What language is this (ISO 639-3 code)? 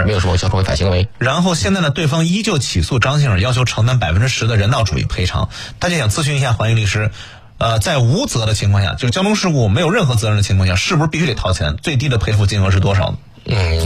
zho